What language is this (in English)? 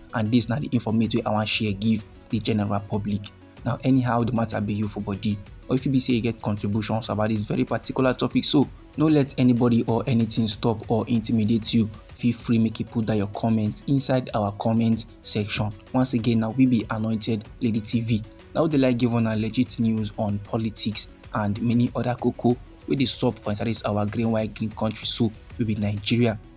Nigerian Pidgin